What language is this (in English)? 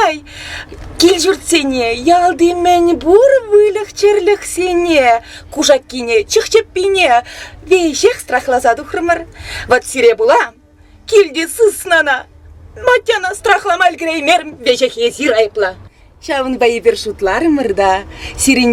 Chuvash